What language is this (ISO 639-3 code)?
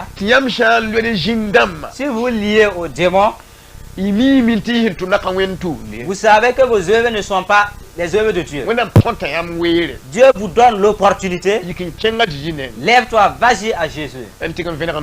mos